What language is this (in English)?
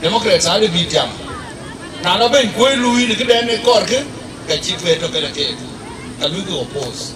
Dinka